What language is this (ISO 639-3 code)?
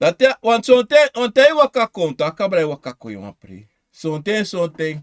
srn